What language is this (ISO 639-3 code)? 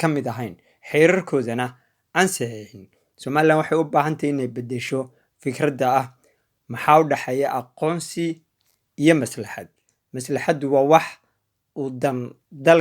som